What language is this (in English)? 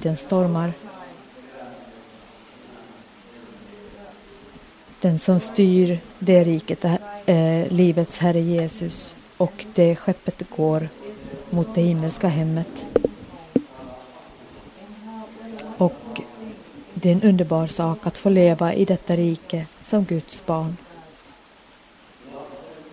Swedish